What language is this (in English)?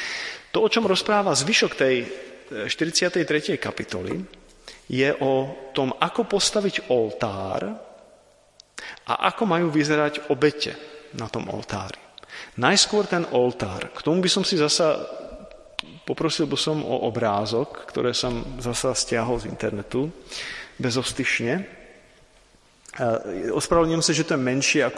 Slovak